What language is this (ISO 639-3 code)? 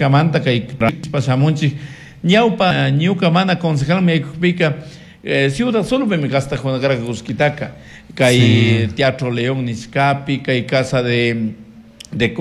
qug